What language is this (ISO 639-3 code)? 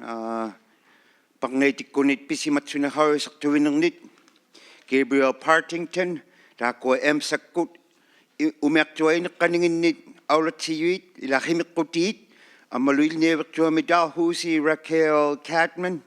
iku